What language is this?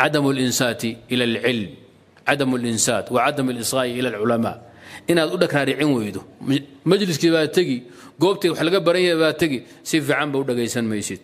Somali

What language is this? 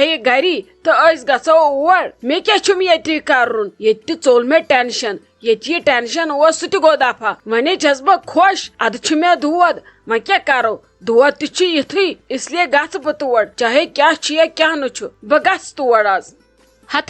Kashmiri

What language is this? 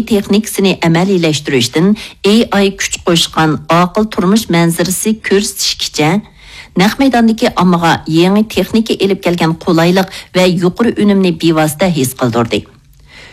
Uyghur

